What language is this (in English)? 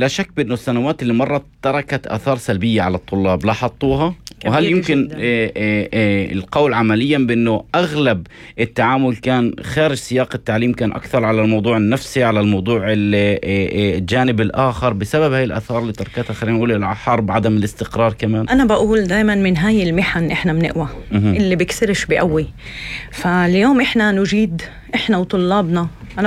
North Levantine Arabic